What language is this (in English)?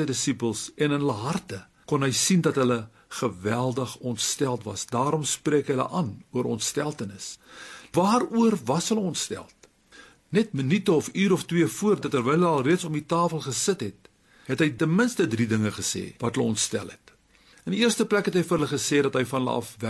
Afrikaans